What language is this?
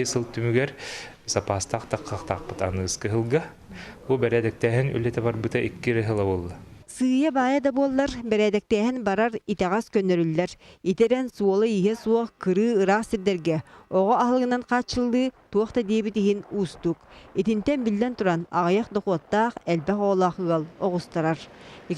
Yakut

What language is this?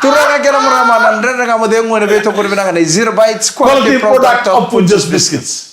Fijian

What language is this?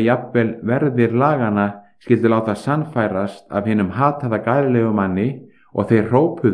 Icelandic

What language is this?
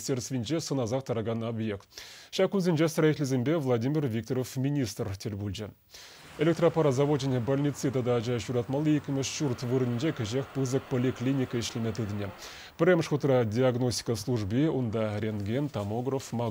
Chuvash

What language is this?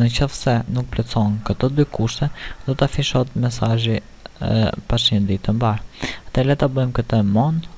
Albanian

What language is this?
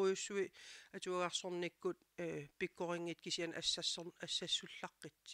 Kalaallisut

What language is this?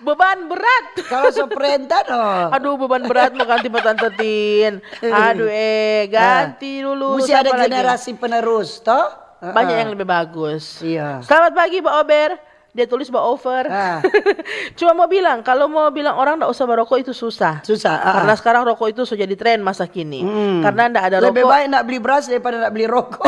Manado Malay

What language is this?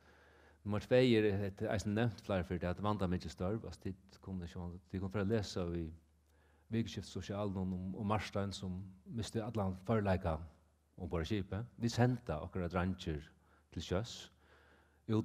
Faroese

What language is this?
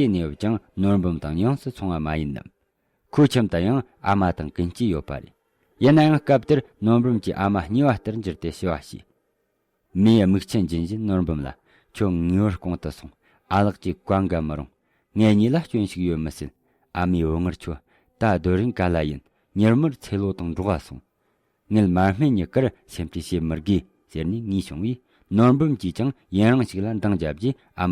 Tibetan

